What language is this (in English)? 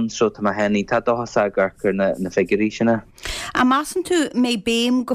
Irish